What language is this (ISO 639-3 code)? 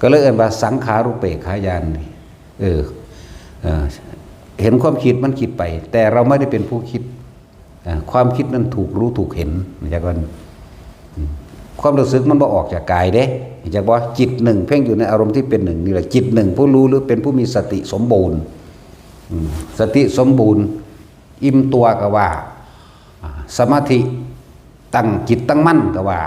tts